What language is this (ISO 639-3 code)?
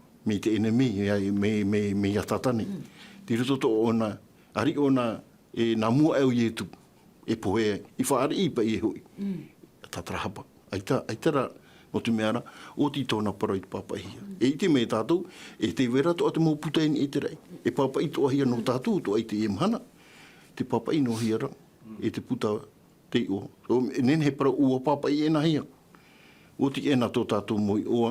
tah